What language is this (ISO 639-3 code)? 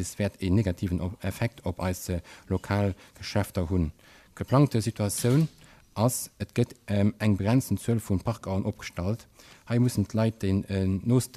ltz